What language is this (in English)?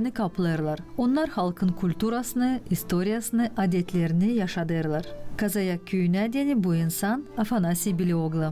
Gagauz